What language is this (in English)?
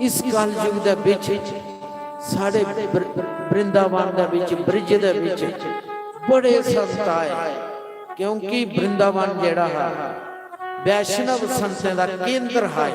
Dogri